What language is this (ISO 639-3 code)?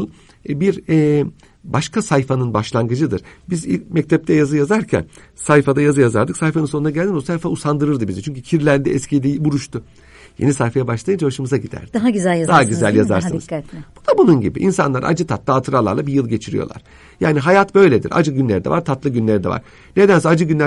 tur